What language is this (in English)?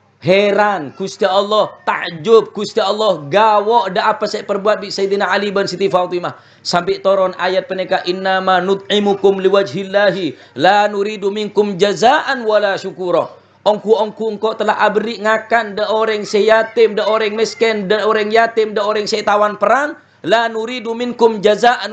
Madurese